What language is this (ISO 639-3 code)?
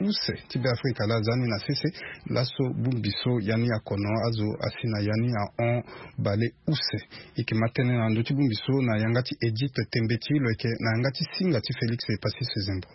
sag